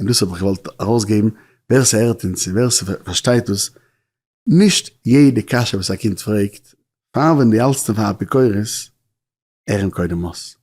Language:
Yiddish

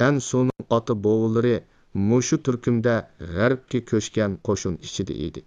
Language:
Uyghur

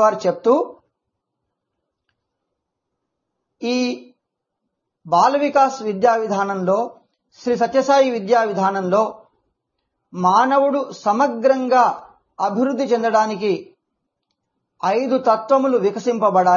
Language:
Telugu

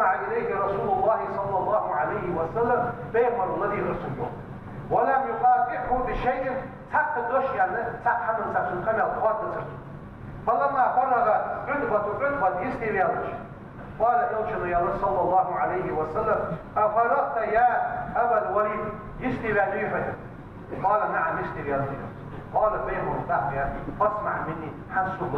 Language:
Ingush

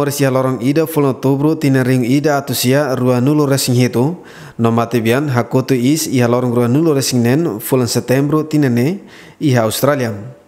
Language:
Tetum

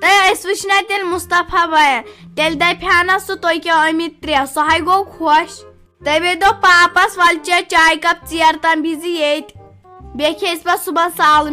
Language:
Kashmiri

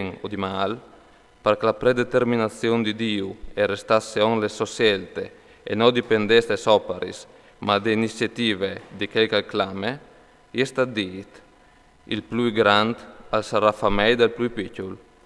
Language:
Friulian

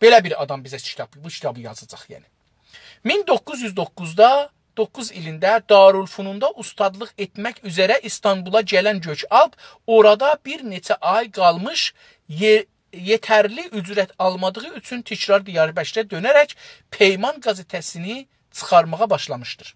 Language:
South Azerbaijani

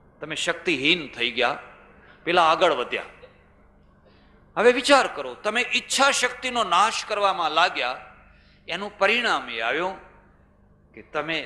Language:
Gujarati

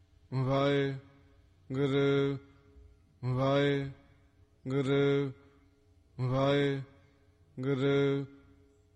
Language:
Punjabi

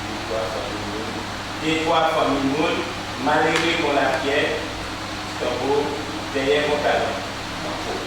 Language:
Guadeloupean Creole French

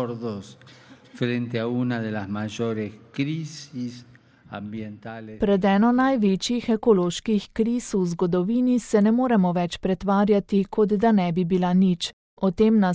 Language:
Slovenian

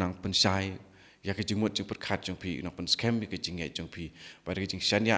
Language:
Khasi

